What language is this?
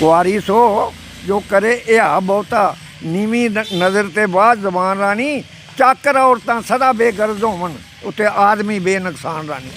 Dogri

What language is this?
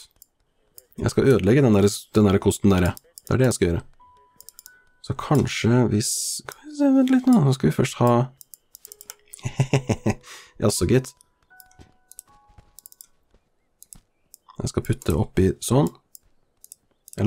Norwegian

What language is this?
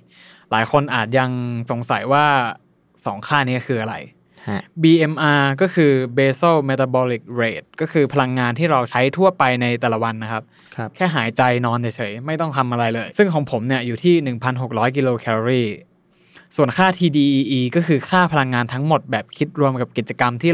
Thai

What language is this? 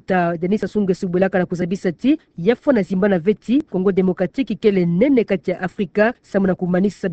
Kituba (Democratic Republic of Congo)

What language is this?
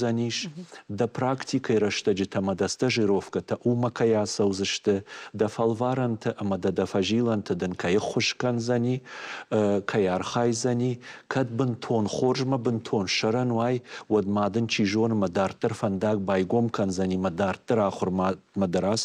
Ossetic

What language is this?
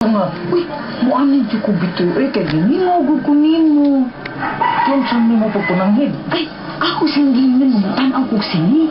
Cebuano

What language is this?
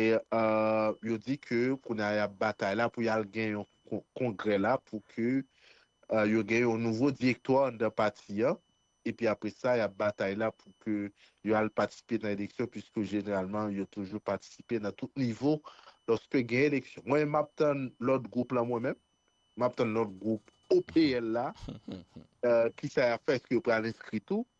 Haitian Creole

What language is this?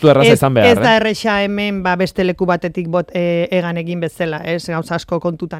Basque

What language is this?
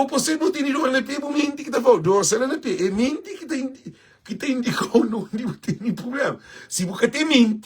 Kabuverdianu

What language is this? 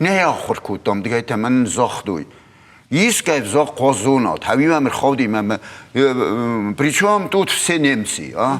Ossetic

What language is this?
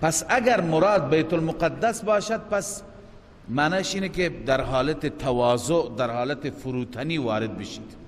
Persian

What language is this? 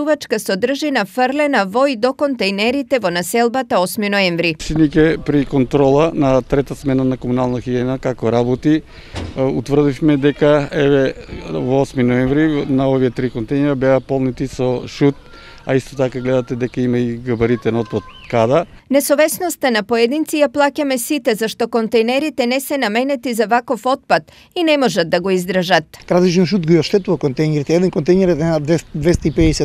Macedonian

